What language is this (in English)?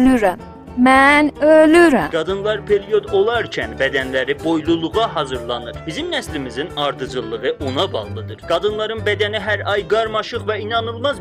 South Azerbaijani